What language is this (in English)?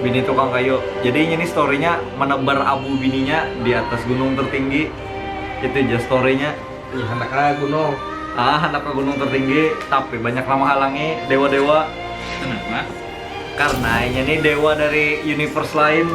Banjar